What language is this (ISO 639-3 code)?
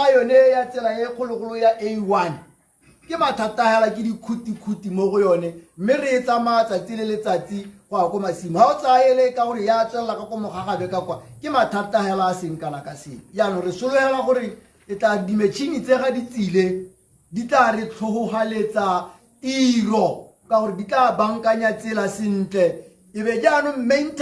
tsn